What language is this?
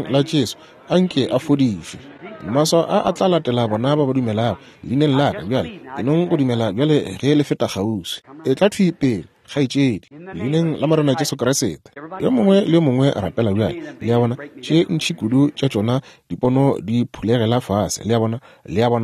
Northern Sotho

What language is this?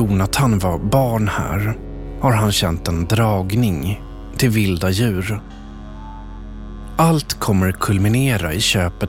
Swedish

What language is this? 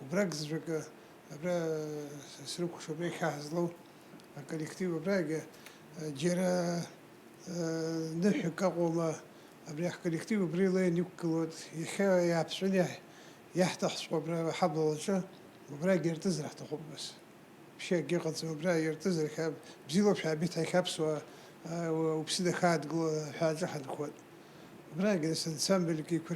Abkhazian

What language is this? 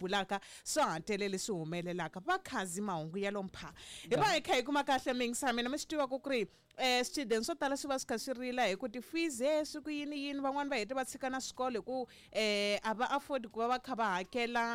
Tsonga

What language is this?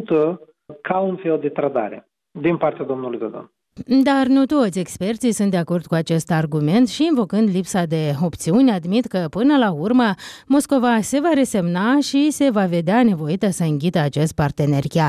Romanian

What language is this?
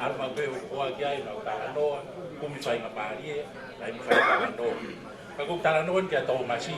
Tongan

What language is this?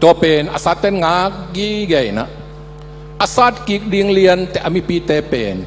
Tedim Chin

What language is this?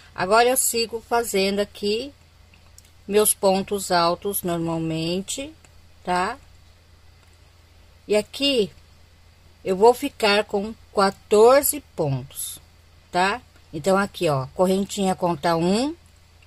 Portuguese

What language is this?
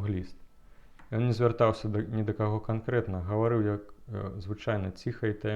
Belarusian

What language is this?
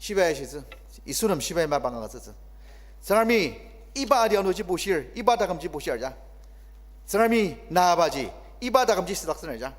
Ao Naga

